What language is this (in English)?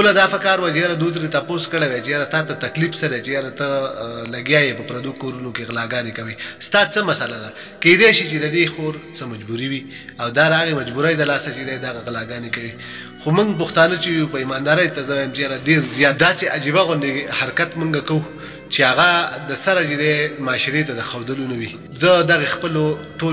Pashto